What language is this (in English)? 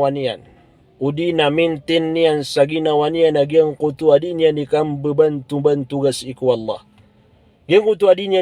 Maranao